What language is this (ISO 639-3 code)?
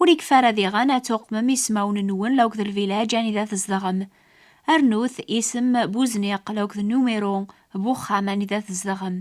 kab